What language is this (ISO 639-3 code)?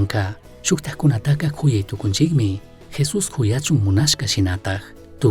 qug